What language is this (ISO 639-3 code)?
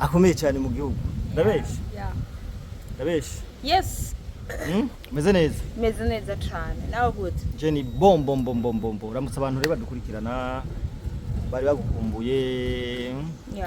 run